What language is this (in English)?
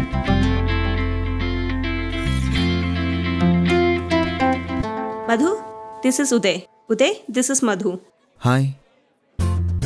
Telugu